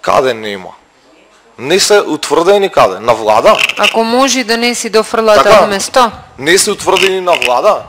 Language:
Macedonian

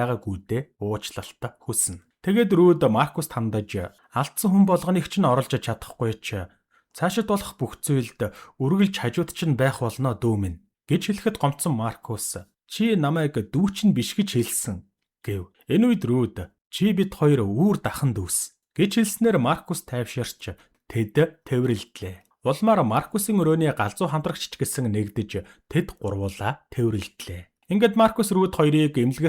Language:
Mongolian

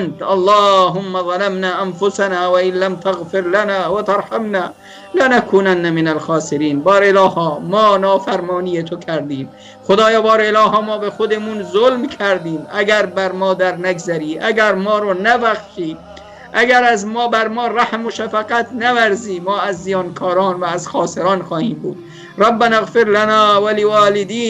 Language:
Persian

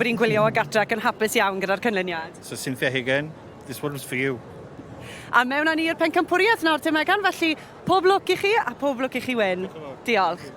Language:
Welsh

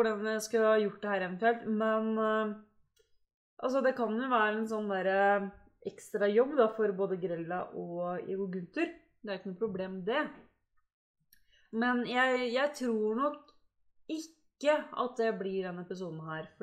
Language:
Norwegian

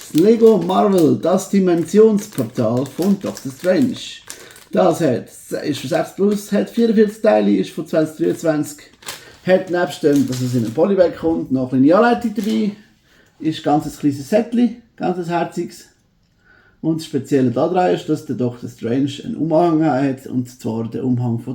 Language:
Swiss German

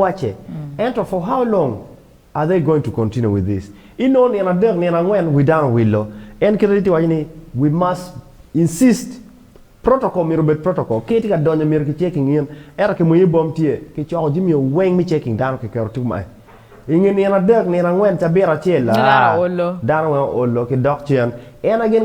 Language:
Acoli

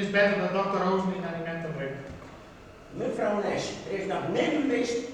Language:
Western Frisian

